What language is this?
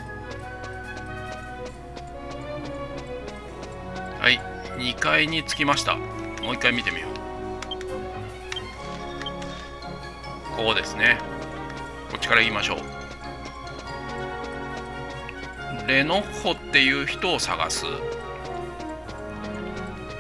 Japanese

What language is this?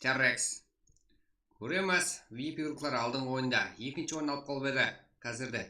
Kara-Kalpak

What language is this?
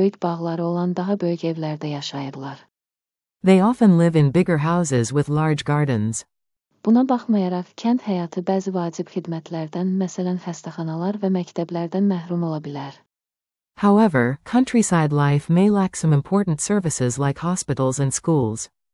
Azerbaijani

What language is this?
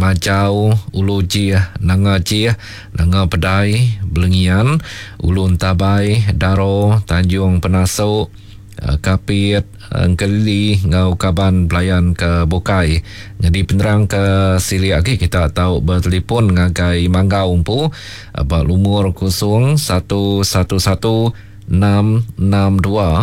Iban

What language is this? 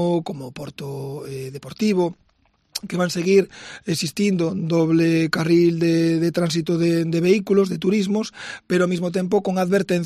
Galician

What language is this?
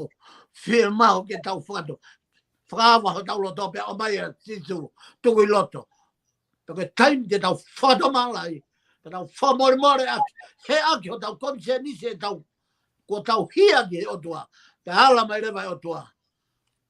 Tongan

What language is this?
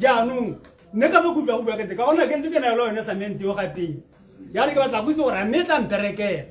Tswana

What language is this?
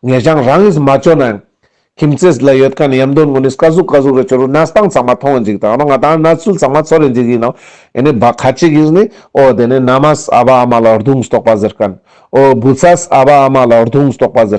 Ladakhi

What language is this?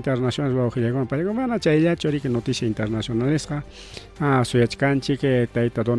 Ayacucho Quechua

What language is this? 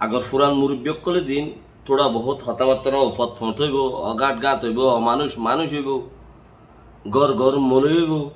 Rohingya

